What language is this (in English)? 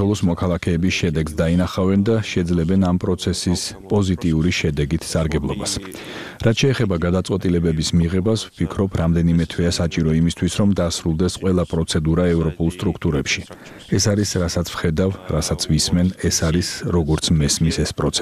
Georgian